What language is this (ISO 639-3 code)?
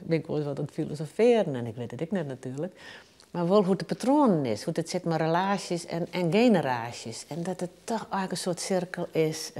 fry